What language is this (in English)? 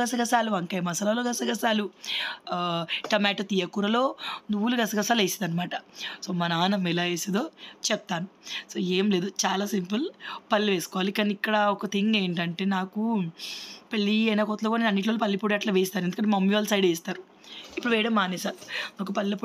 Telugu